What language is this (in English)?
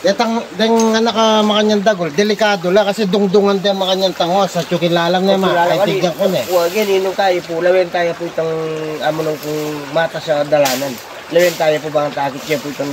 Pampanga